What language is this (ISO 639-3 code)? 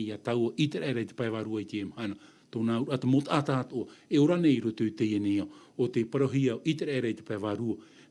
tah